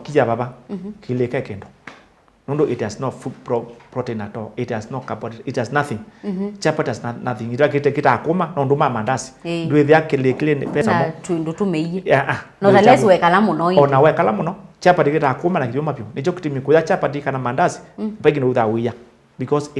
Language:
Kamba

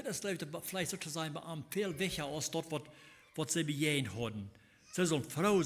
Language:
Plautdietsch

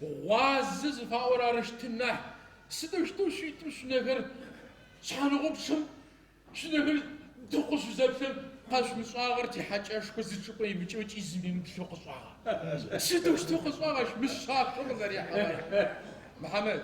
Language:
Adyghe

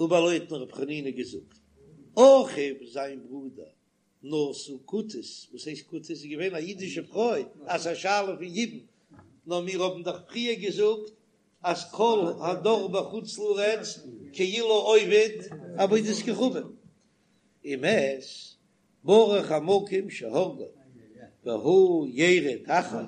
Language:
Yiddish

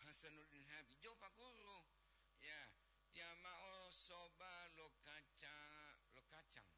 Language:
Gorontalo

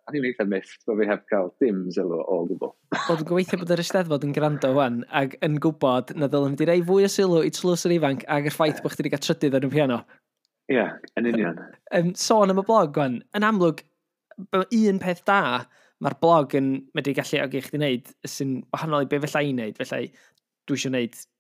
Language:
Welsh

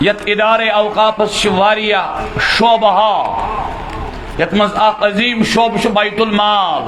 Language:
Kashmiri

